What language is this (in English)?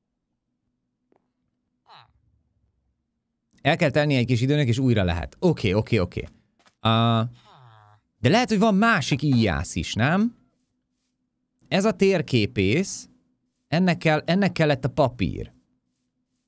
Hungarian